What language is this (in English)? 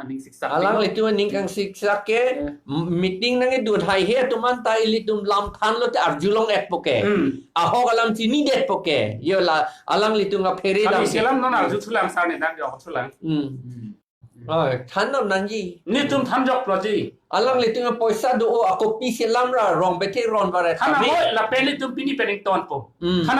Karbi